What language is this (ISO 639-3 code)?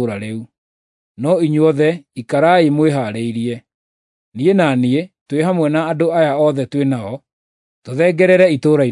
kik